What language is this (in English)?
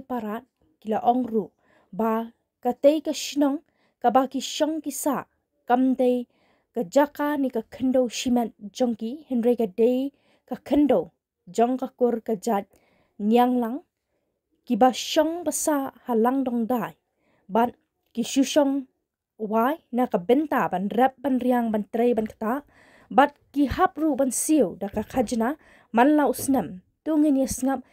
Khasi